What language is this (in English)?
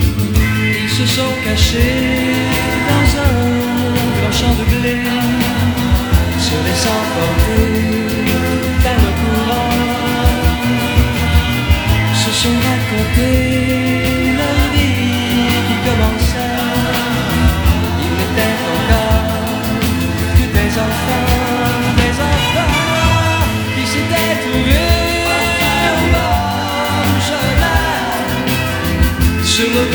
French